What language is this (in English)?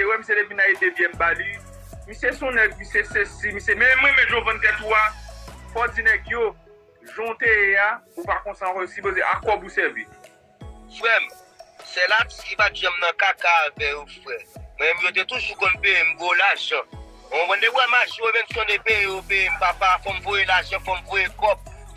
Haitian Creole